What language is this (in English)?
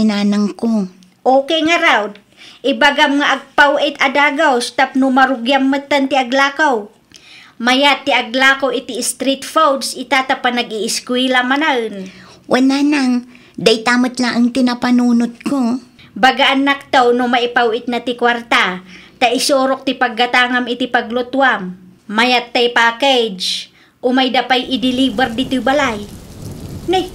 Iloko